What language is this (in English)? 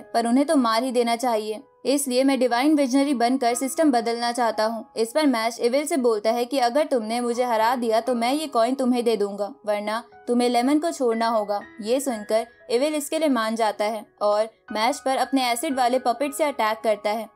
Hindi